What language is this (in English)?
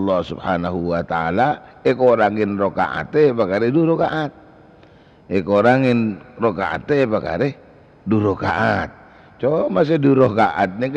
Madurese